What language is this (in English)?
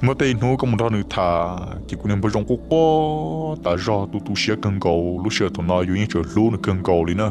Hmong